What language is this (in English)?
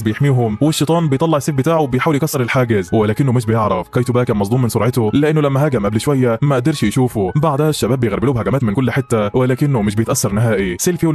Egyptian Arabic